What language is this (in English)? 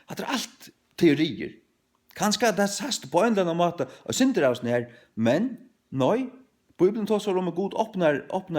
Faroese